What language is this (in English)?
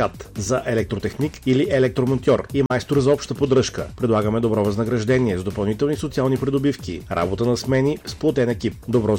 Bulgarian